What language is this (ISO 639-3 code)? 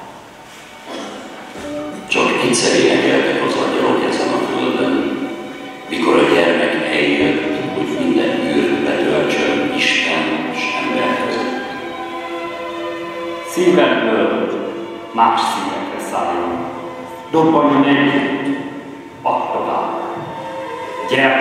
hun